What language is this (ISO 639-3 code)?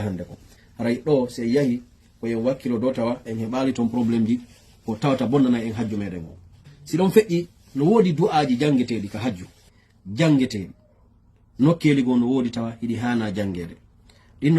ful